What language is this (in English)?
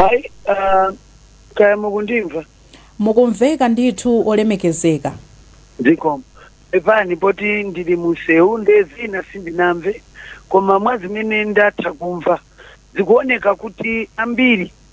Nyanja